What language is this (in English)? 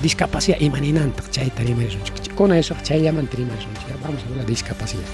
Ayacucho Quechua